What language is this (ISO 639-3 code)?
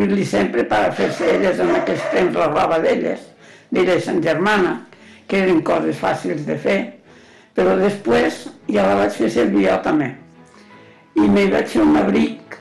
cat